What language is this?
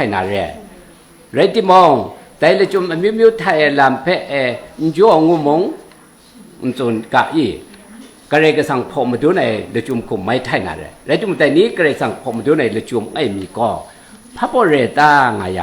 Kachin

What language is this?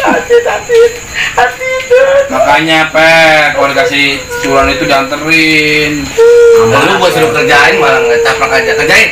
Betawi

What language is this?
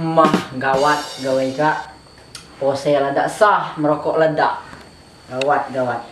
Musi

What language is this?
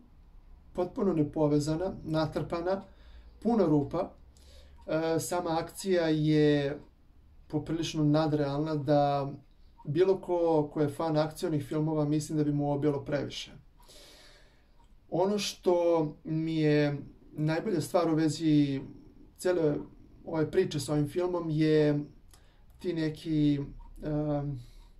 Serbian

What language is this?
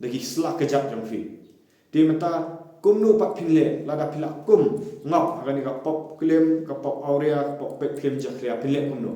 Khasi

